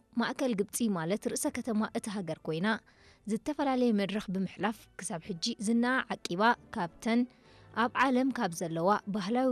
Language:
Tigrinya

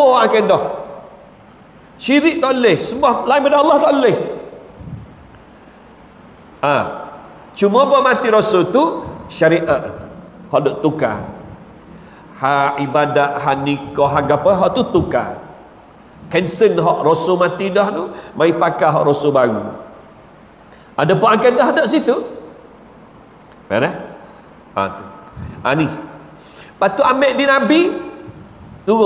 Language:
Malay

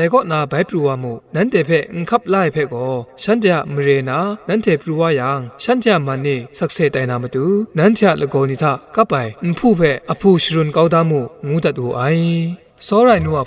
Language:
Kachin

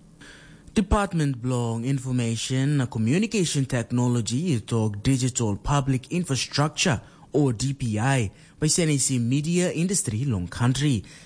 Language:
Tok Pisin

